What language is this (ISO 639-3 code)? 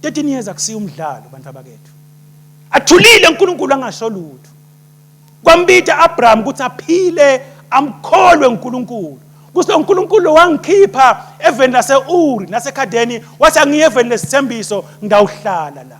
ssw